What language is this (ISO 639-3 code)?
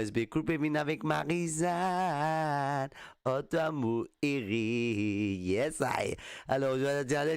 mfe